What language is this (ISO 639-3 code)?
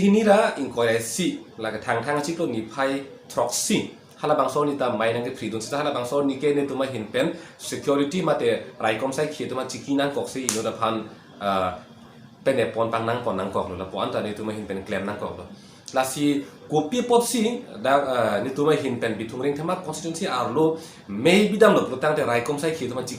mjw